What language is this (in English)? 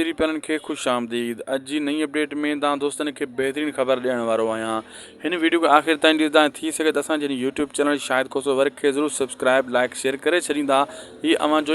Sindhi